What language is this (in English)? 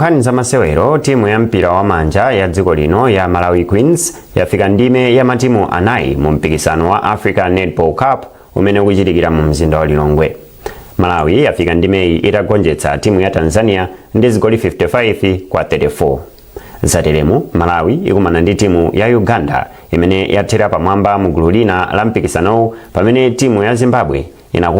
Nyanja